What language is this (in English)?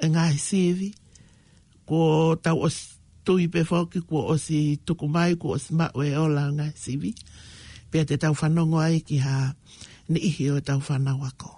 Tongan